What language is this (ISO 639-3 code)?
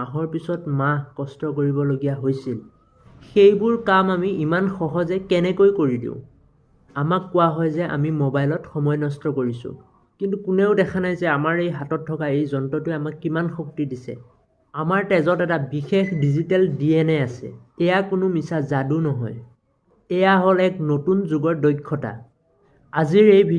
asm